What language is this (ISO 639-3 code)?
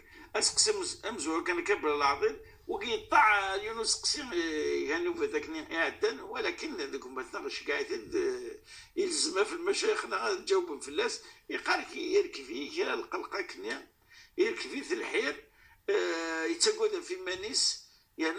kab